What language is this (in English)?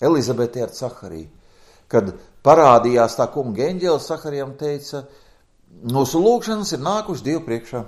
Latvian